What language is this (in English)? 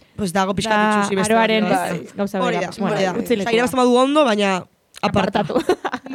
Basque